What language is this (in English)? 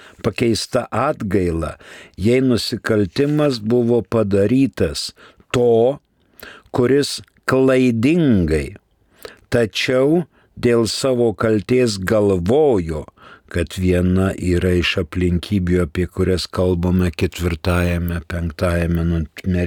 Lithuanian